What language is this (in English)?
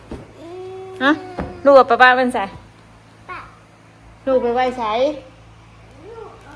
Northeastern Thai